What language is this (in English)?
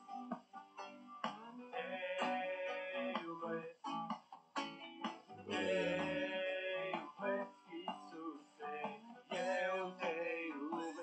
Romanian